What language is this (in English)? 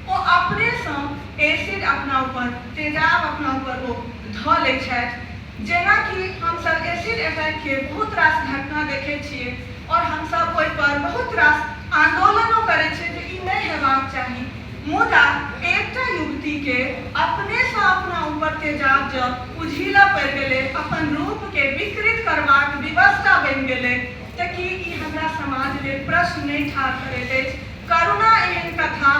Maithili